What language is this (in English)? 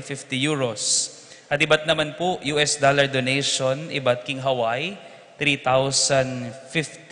Pampanga